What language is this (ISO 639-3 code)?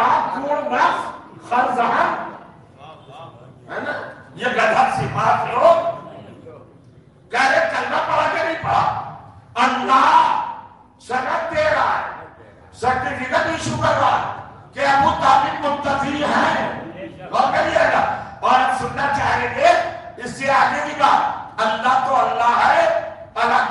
urd